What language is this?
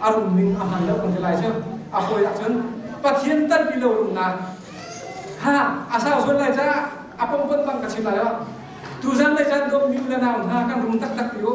Hakha Chin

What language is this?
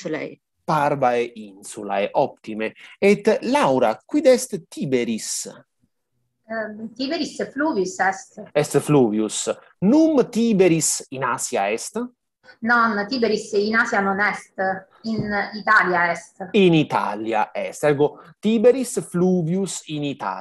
Latin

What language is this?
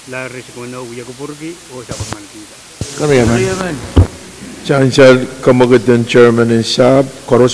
Pohnpeian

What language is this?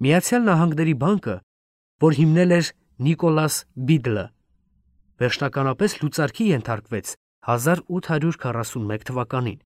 Armenian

